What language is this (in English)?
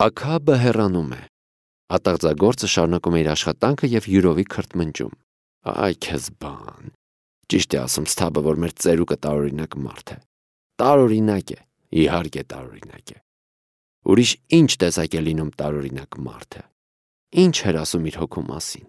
Armenian